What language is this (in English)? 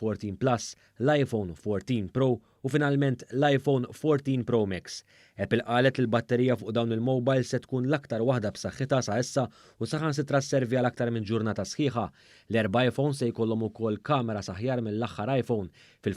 Maltese